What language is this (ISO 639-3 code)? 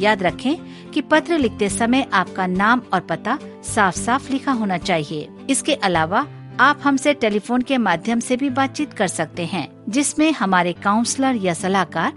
hin